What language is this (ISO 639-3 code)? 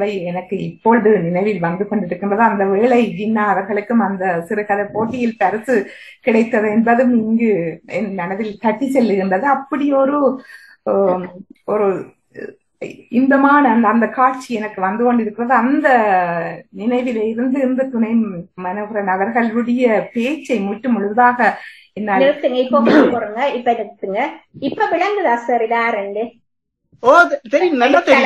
tam